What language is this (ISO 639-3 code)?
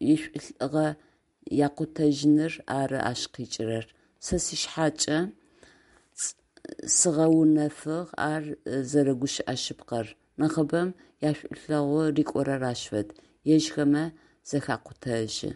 ady